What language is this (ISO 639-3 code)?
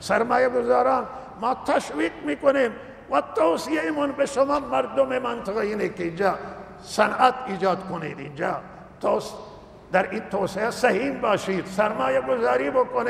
fas